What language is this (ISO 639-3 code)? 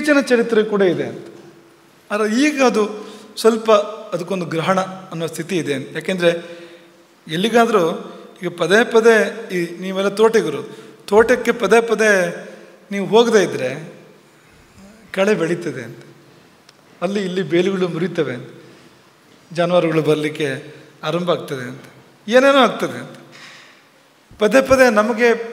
kan